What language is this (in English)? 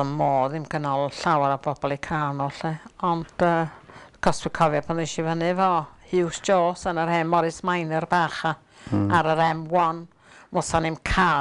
Welsh